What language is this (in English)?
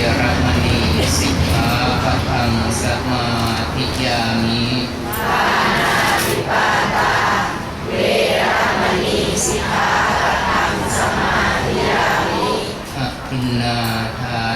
Pali